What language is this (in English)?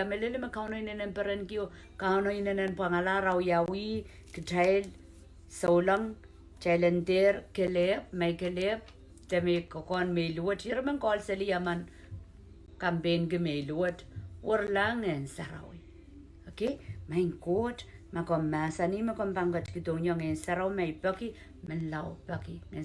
Pohnpeian